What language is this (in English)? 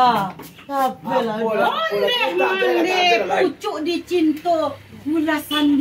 Minangkabau